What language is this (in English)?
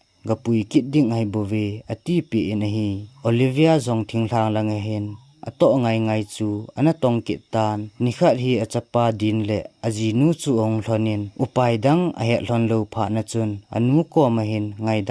Thado Chin